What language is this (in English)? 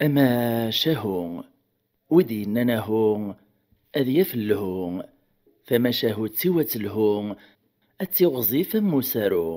Kabyle